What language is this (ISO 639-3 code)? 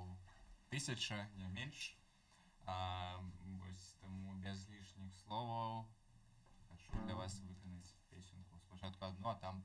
bel